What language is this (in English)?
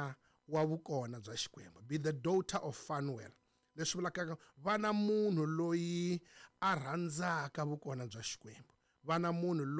Tsonga